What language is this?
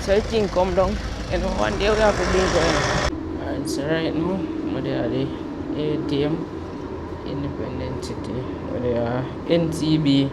Jamaican Creole English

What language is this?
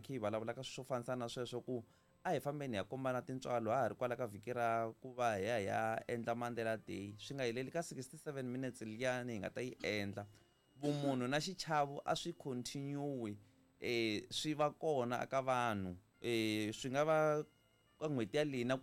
Tsonga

